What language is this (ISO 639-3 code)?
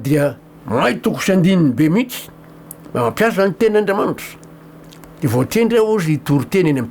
mlg